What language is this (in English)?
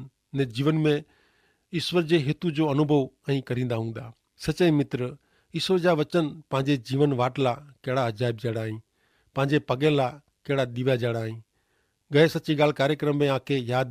Kachhi